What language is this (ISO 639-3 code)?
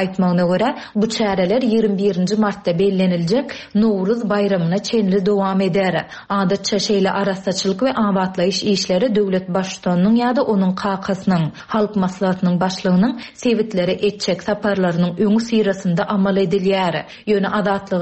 tuk